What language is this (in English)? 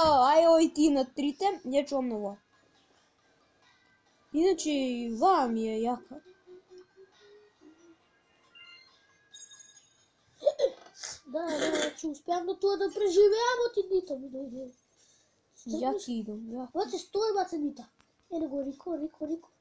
Macedonian